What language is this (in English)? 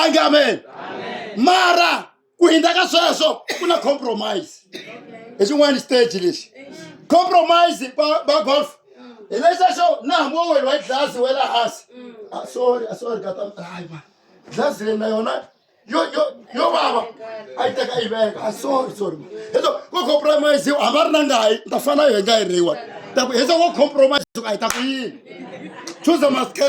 Tsonga